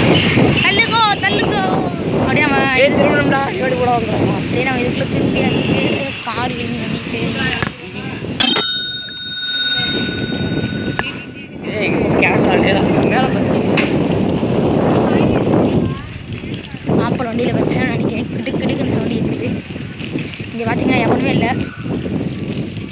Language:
Tamil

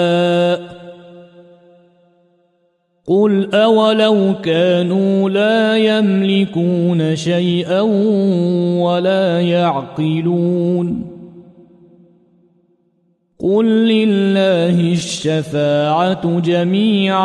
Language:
Arabic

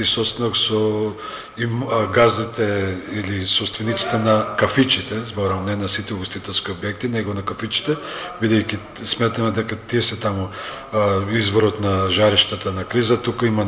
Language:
Macedonian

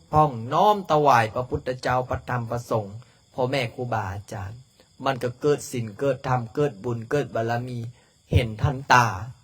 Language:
Lao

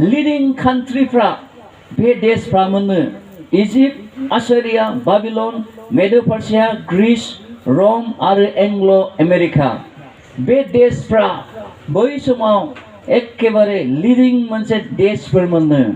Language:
Bodo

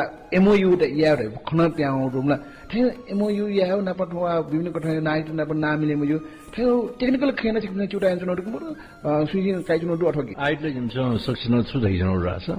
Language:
Newari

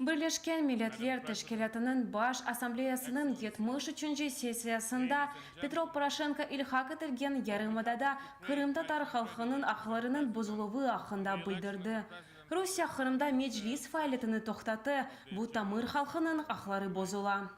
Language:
Crimean Tatar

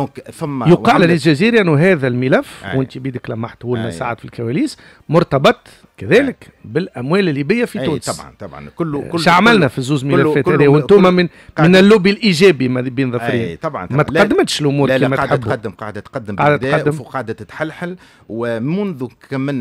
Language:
Tunisian Arabic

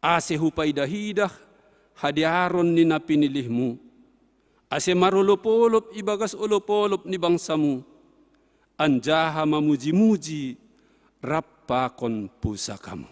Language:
Batak Simalungun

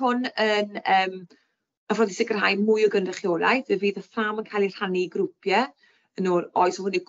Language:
Welsh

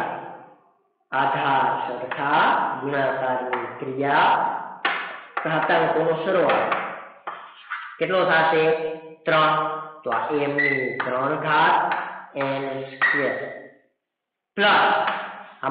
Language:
Gujarati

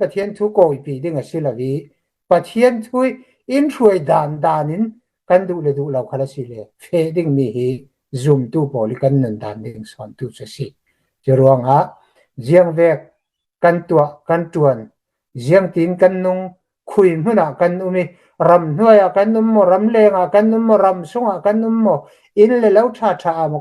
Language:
Hakha Chin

